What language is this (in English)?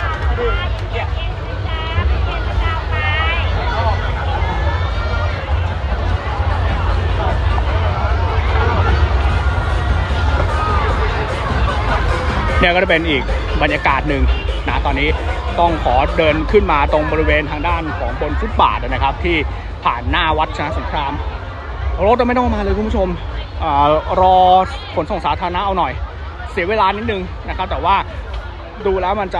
Thai